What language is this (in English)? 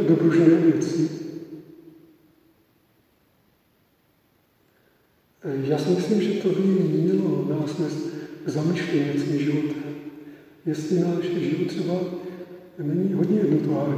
Czech